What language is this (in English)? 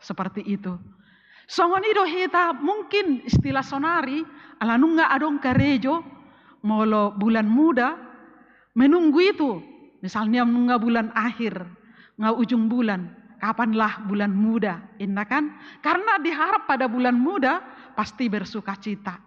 Batak Toba